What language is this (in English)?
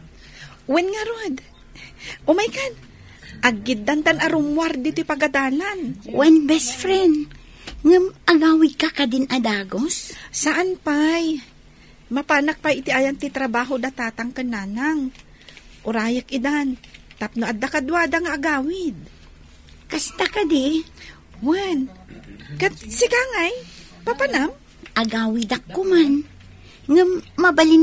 Iloko